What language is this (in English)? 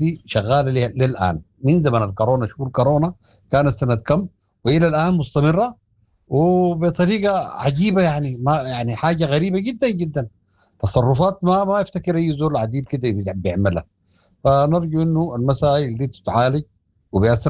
Sudanese Arabic